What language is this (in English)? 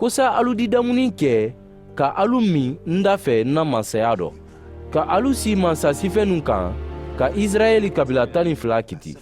Mandingo